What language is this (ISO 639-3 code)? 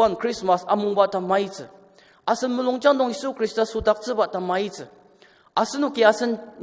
njo